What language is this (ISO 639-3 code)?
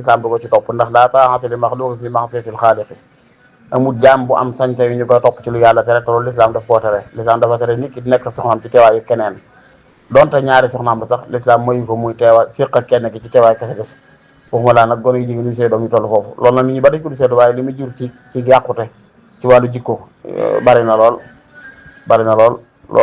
wol